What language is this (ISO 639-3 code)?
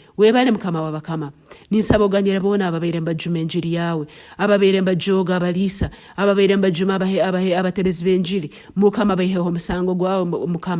nyn